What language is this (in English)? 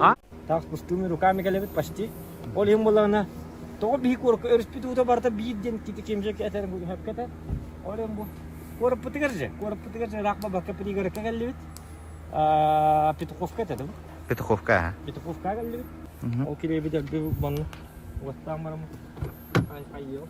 Yakut